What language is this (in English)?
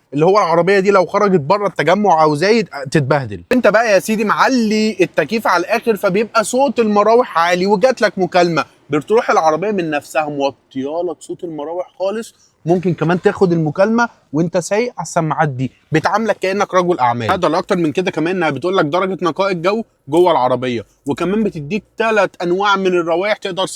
Egyptian Arabic